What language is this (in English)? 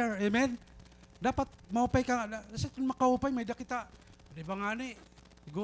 Waray